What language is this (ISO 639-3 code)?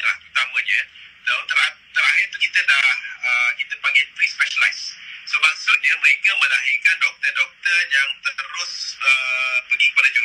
msa